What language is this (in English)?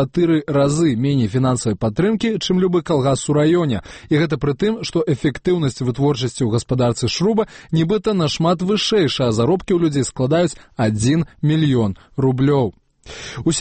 Belarusian